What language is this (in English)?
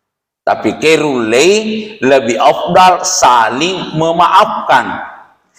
Buginese